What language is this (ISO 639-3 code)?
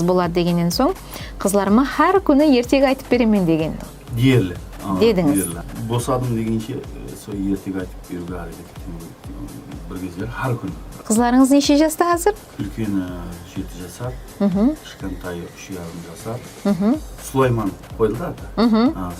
kaa